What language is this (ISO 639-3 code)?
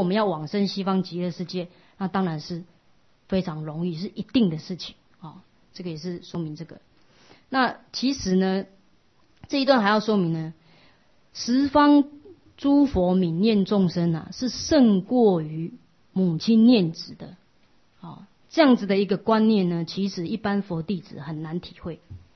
zho